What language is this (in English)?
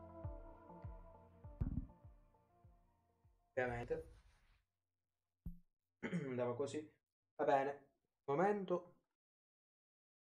Italian